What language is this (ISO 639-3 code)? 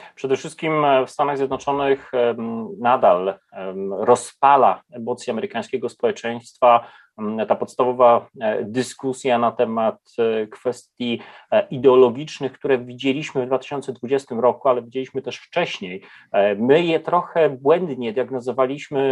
pol